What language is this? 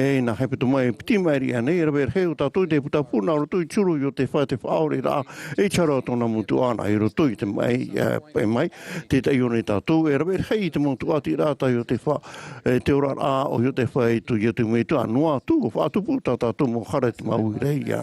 Tahitian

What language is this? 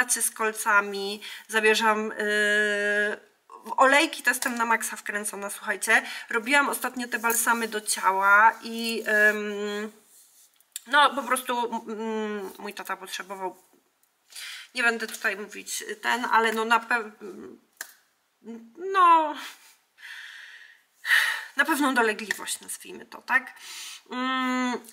Polish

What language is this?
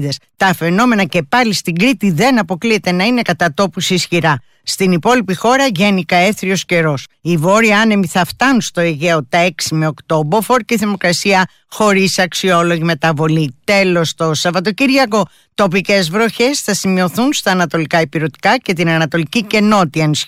Greek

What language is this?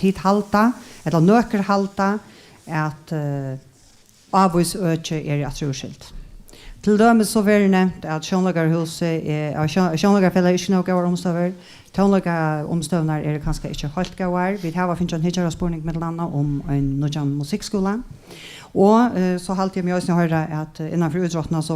Faroese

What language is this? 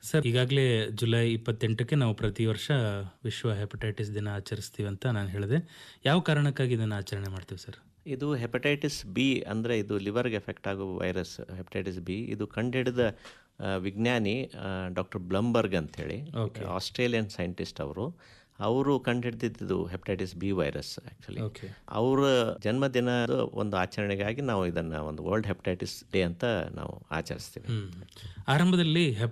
Kannada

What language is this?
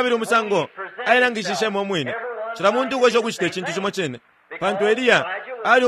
Bemba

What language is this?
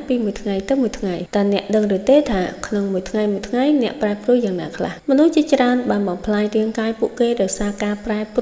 Khmer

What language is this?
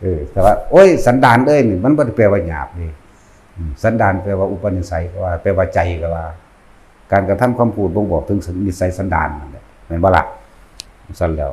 Northeastern Thai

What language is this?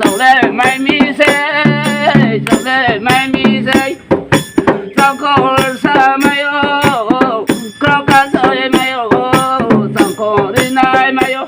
Riang (India)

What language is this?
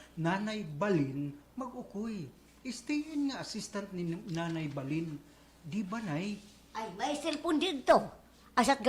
Waray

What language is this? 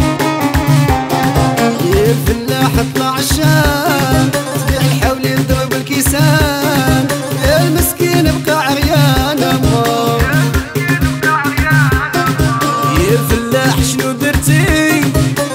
Moroccan Arabic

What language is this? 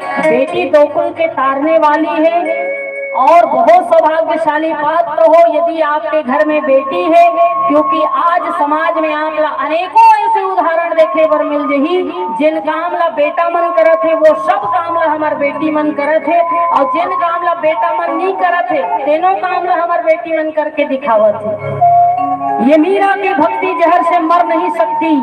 Chhattisgarhi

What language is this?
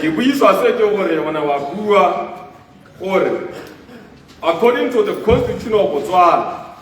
Tswana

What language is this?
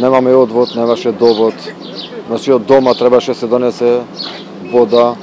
Macedonian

